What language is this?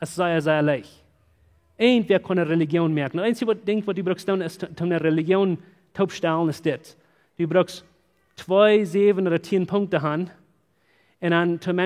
Plautdietsch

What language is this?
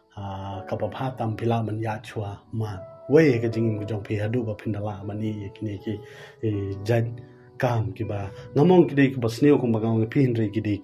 Khasi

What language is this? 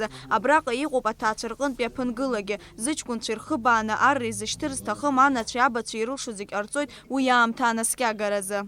Abkhazian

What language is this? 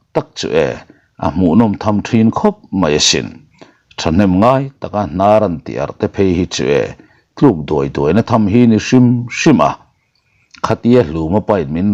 Mizo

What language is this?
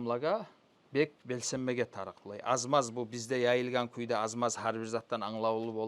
Kumyk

